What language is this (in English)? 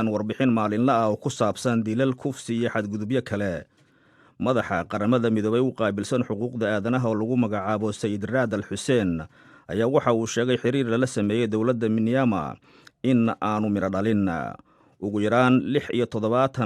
Somali